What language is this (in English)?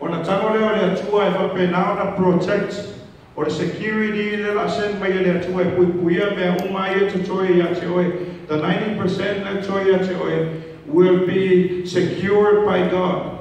Samoan